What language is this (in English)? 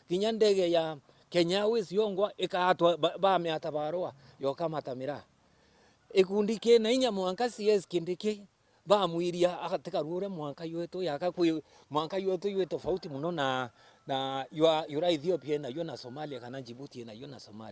Meru